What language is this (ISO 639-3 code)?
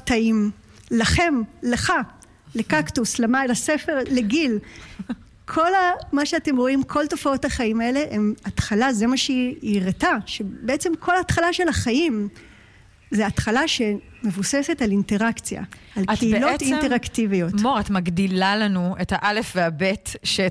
heb